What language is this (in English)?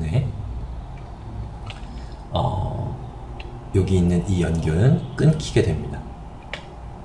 Korean